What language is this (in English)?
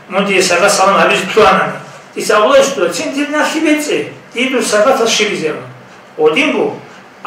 Avaric